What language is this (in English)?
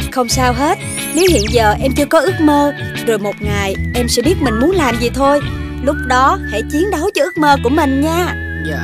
Vietnamese